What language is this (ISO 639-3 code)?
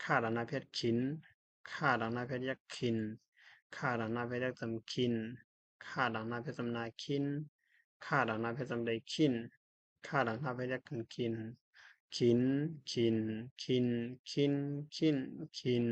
shn